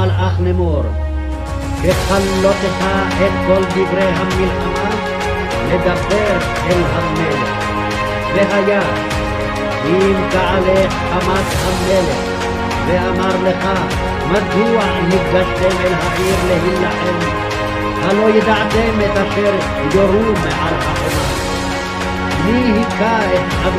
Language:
Hebrew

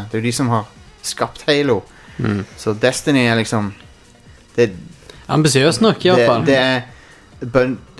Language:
Norwegian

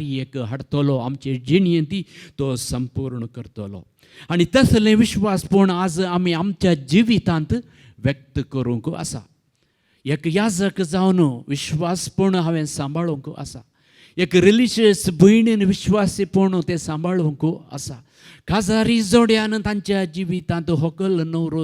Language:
Konkani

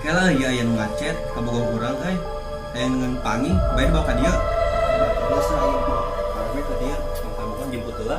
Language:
Sundanese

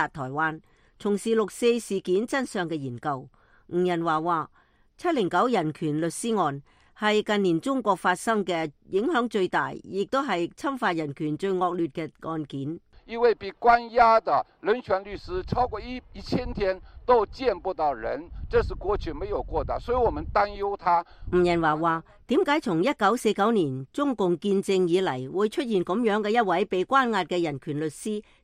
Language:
Cantonese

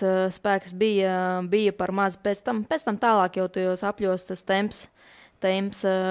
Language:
Latvian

